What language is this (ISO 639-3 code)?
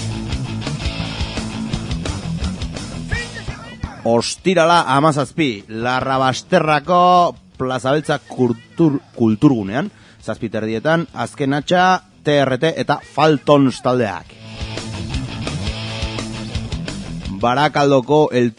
eus